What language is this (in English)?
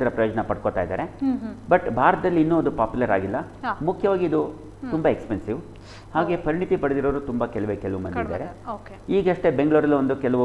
Kannada